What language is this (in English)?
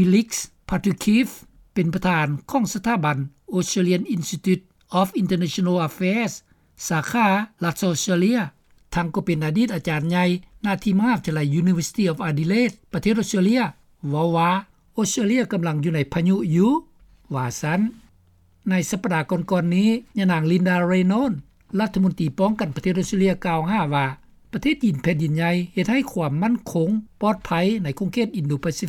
Lao